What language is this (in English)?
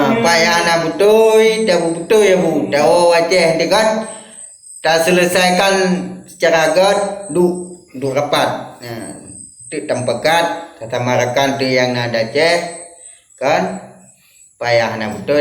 Achinese